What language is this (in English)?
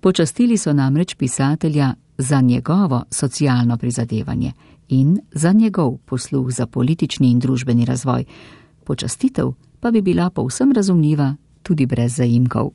Slovenian